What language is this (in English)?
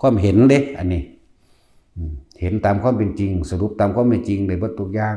Northeastern Thai